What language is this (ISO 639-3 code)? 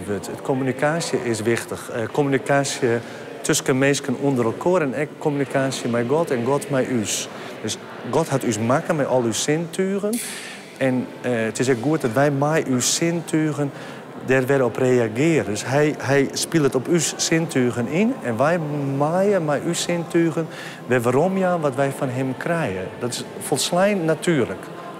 fry